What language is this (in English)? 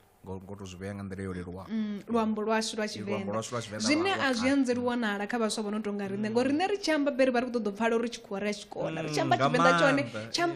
Venda